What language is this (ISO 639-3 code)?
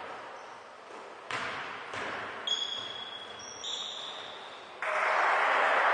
ell